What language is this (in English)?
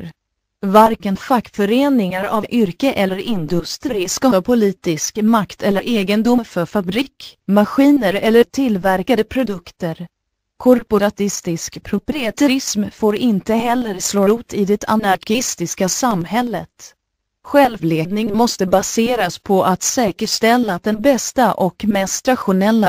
Swedish